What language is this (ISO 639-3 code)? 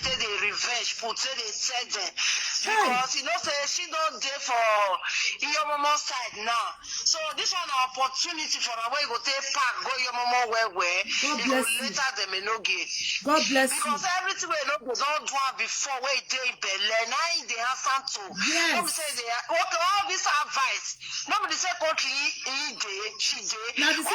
pcm